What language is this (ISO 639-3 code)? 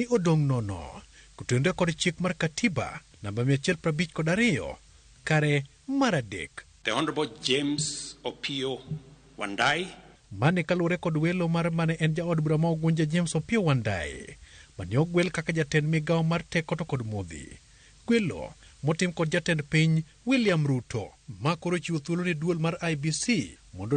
luo